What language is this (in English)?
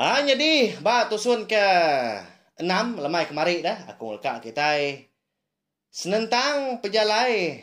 Iban